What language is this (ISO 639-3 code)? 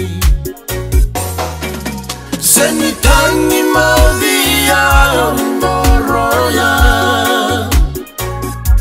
swa